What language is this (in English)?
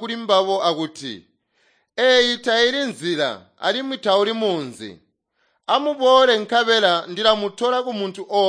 Tonga (Zambia)